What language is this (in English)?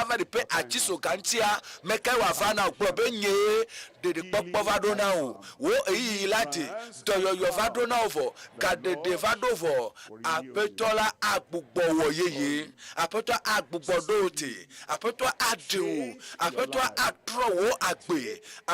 Ewe